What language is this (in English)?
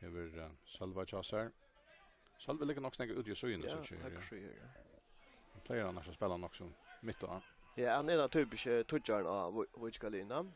Faroese